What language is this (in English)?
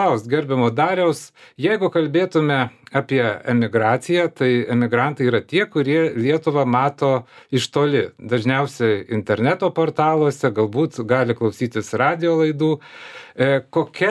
Lithuanian